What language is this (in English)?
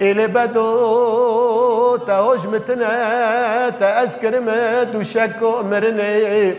Kurdish